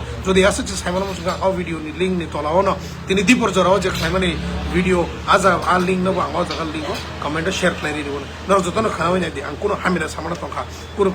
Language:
Kok Borok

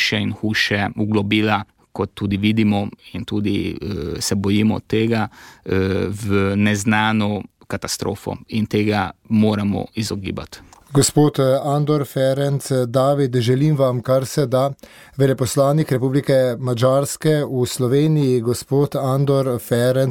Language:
Slovenian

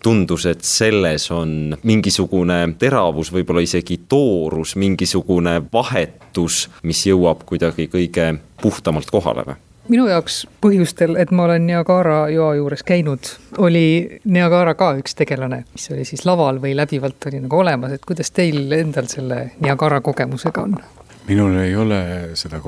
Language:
Estonian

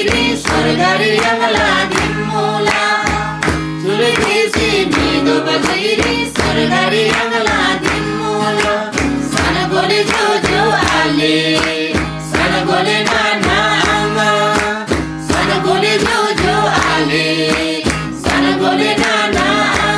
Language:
Eastern Tamang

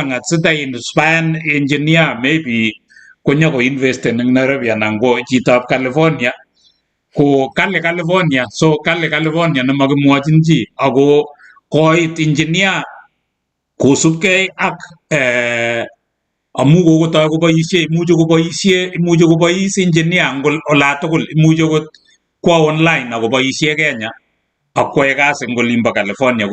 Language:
Kalenjin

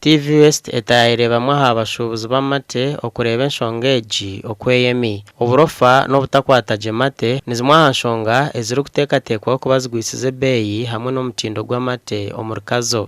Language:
Nyankole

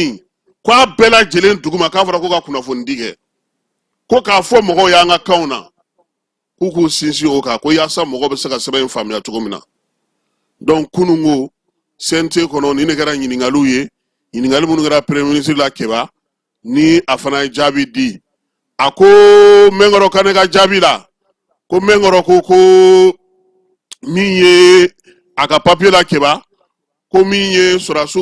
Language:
Bambara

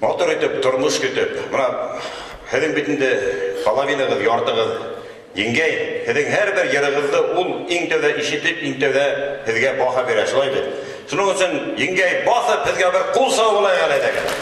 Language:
Bashkir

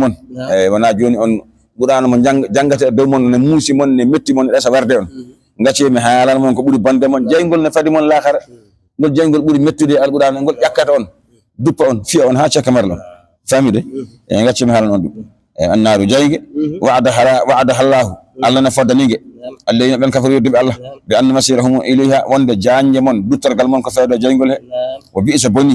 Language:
Fula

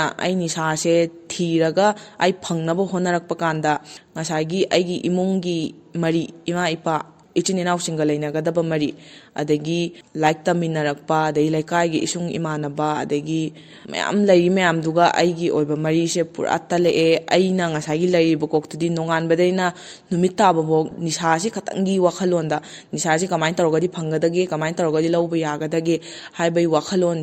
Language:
Manipuri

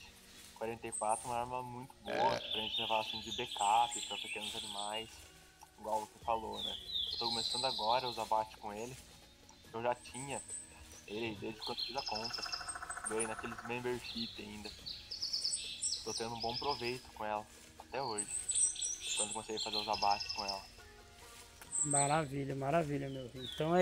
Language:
Portuguese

